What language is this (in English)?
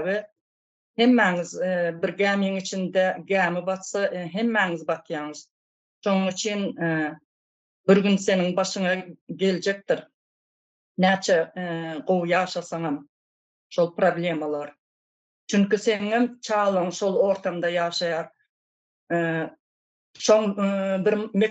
Turkmen